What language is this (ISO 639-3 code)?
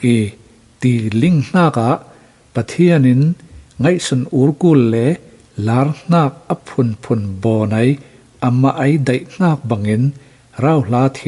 cfm